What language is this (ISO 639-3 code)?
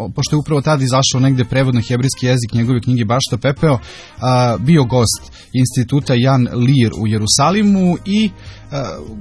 srp